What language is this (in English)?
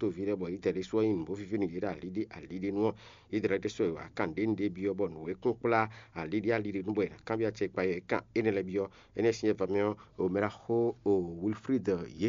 Fon